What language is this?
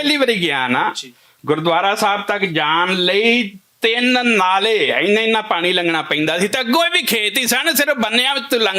Western Panjabi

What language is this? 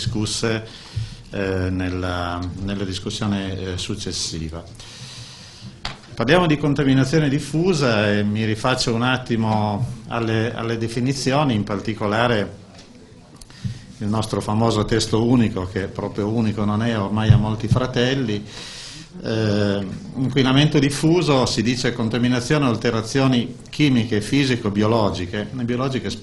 Italian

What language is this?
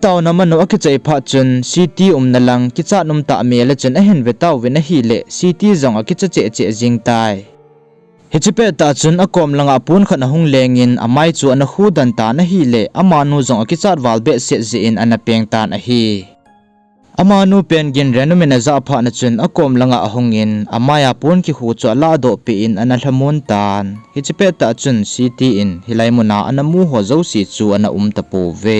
Thado Chin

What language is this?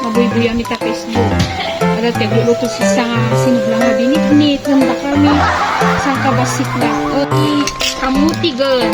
Iloko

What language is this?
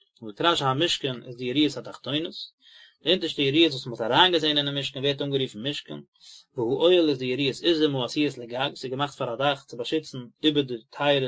Yiddish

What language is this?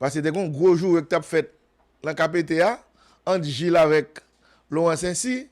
Haitian Creole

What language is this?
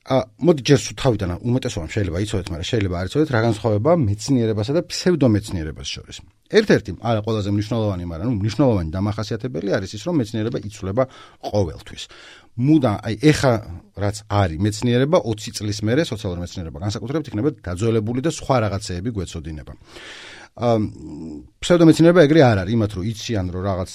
Georgian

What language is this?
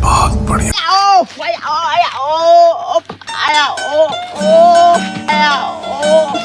Karbi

